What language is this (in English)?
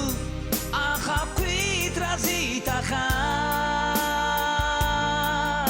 Abkhazian